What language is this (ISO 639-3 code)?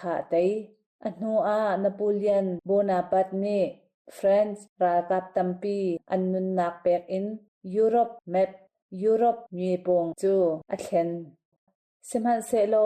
cnh